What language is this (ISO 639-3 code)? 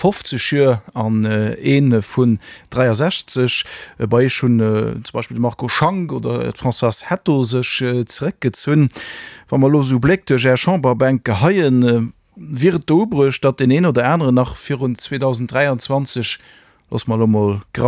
ltz